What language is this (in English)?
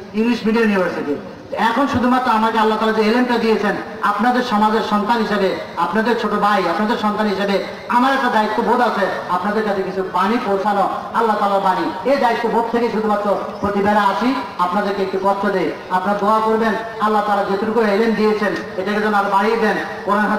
Bangla